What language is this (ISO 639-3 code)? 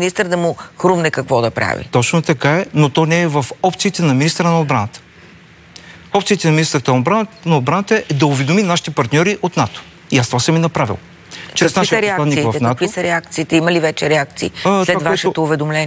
bul